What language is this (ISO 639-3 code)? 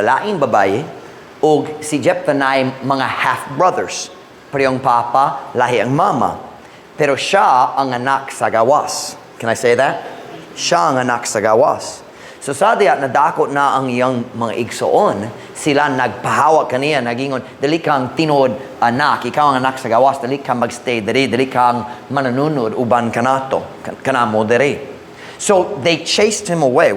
ceb